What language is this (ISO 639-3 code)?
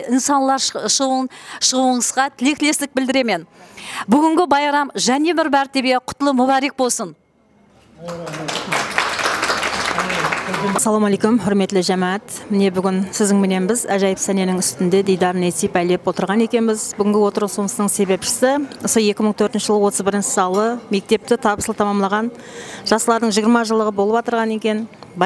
kaa